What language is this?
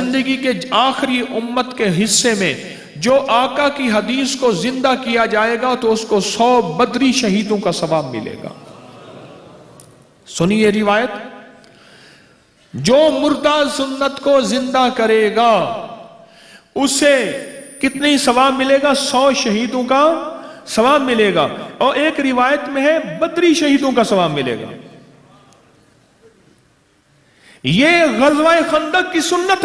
Urdu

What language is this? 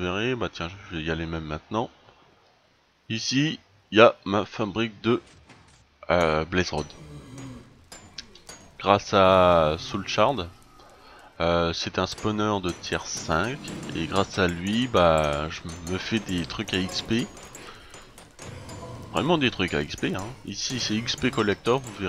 French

